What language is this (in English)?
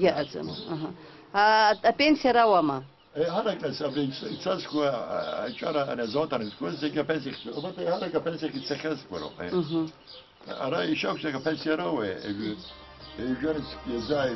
Abkhazian